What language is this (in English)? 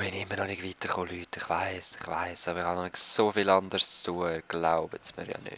Swiss German